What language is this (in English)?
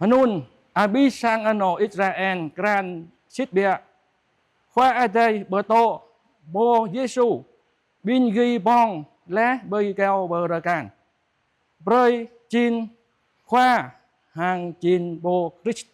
Jarai